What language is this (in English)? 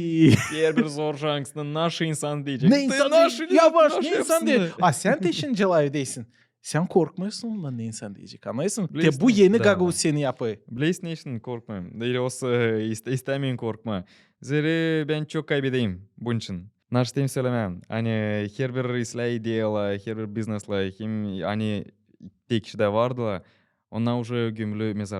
Gagauz